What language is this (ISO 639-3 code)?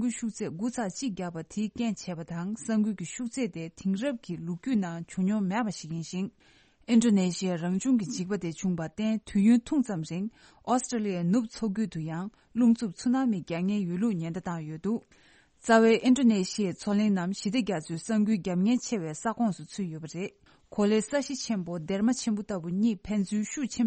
bod